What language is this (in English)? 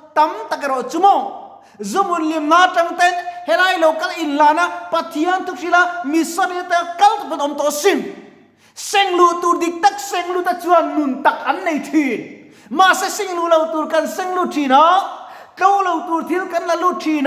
Mizo